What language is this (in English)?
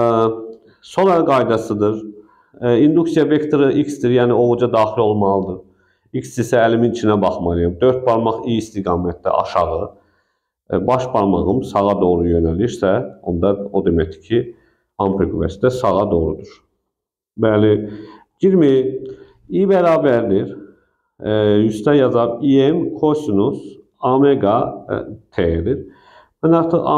Azerbaijani